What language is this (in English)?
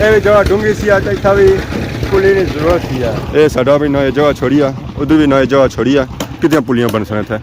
Pahari-Potwari